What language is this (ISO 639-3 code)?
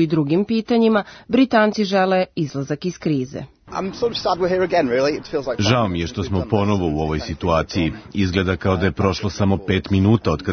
srp